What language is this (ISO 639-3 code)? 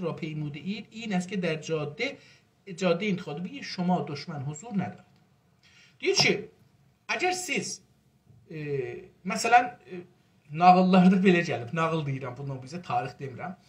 azb